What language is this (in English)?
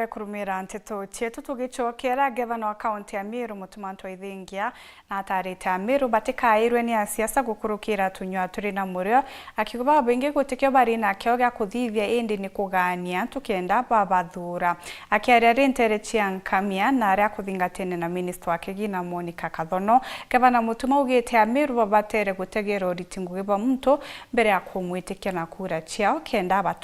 Meru